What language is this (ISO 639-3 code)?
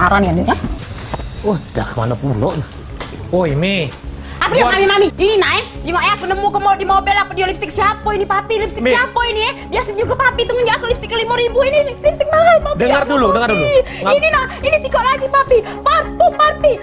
mui